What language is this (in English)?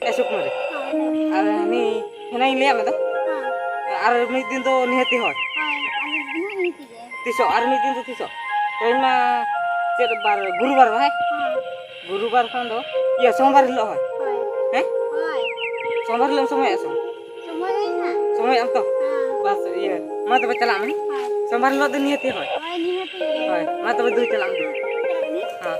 Santali